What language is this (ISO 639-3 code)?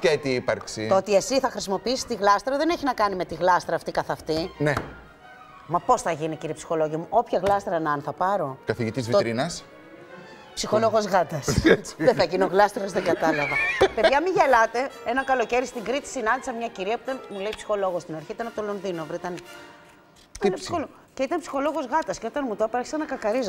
ell